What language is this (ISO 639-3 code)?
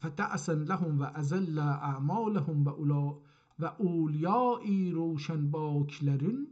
azb